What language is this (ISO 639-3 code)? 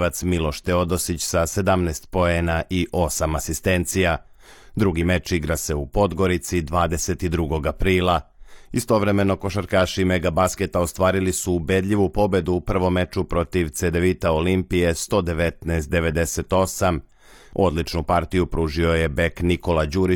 srp